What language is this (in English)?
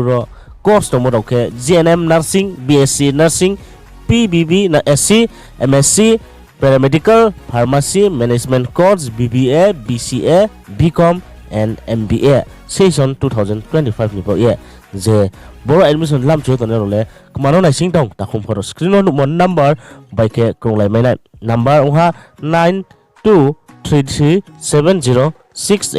Riang (India)